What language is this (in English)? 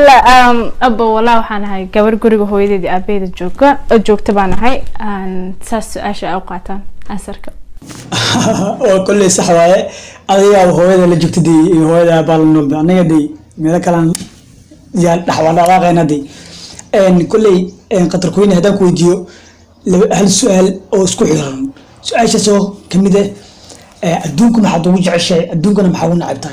Somali